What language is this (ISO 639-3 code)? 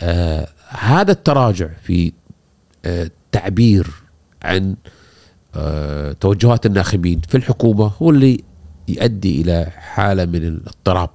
afb